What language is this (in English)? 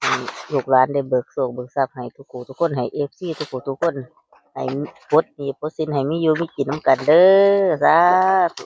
Northeastern Thai